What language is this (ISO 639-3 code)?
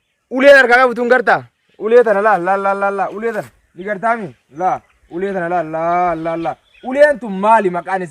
orm